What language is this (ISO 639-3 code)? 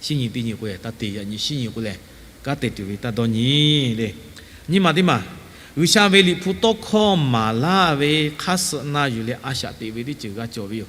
lhu